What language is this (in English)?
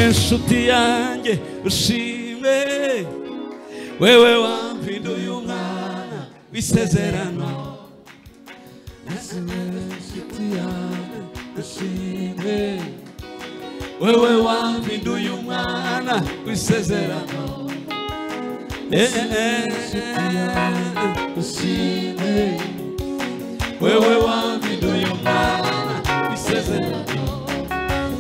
Kinyarwanda